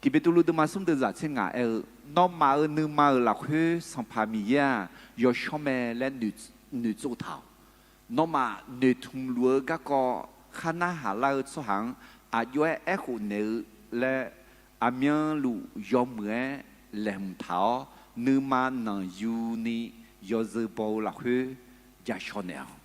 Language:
Akha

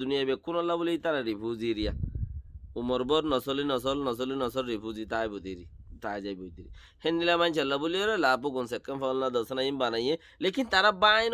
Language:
Rohingya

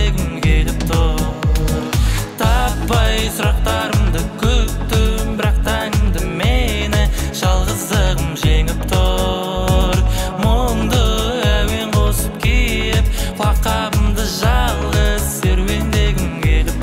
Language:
Kazakh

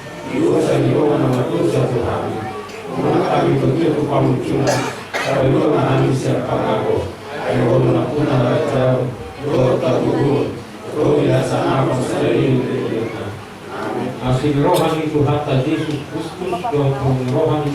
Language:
Batak Toba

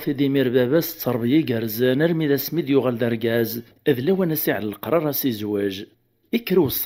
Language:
Kabyle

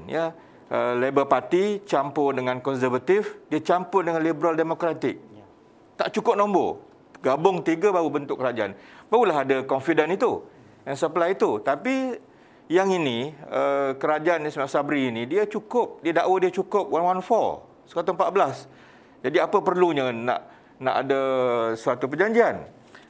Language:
Malay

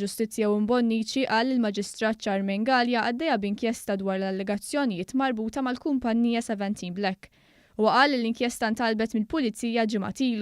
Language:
Maltese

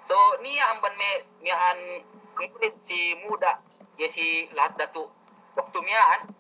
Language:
Yakan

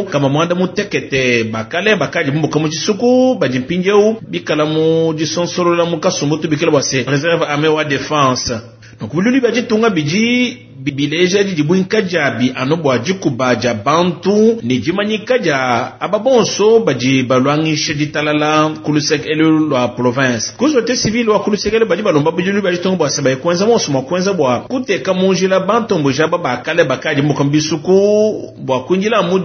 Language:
Luba-Lulua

